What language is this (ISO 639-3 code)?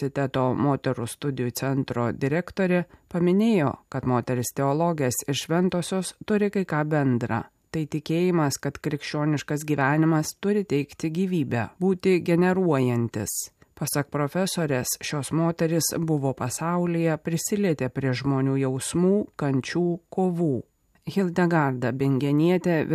lit